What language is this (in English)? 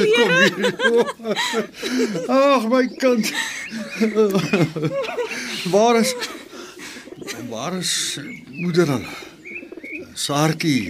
Afrikaans